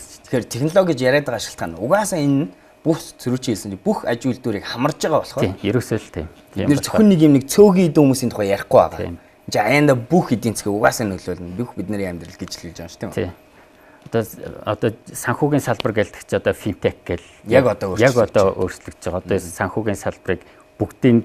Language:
Mongolian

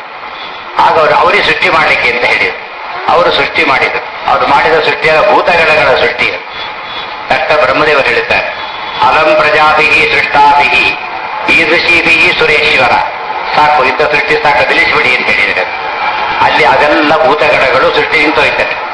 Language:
Kannada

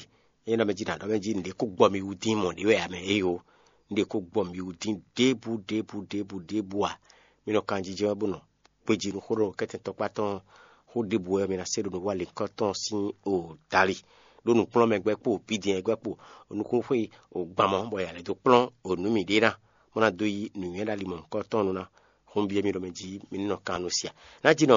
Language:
Fon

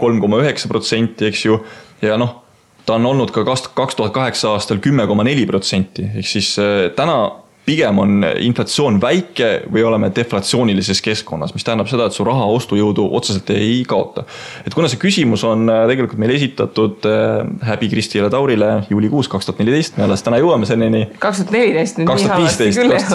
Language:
Estonian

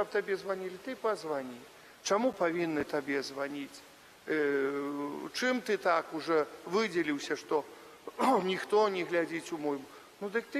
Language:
Belarusian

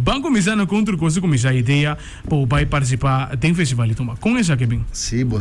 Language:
Papiamento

